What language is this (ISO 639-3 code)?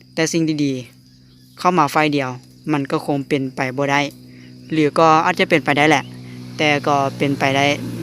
lao